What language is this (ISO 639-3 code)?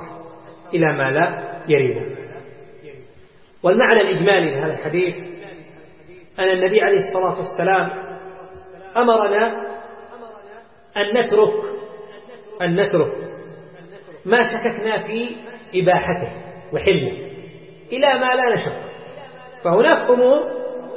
ara